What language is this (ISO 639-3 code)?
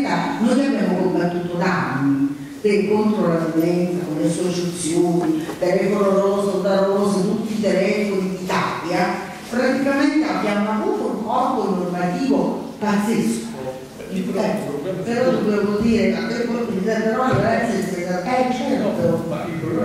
ita